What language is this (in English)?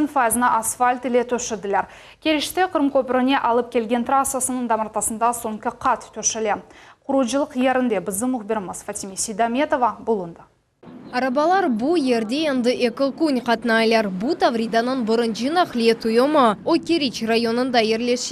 Crimean Tatar